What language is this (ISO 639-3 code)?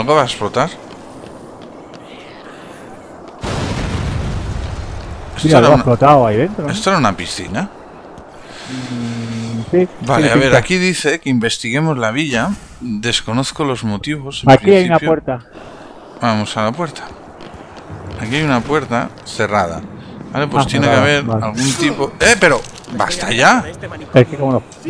spa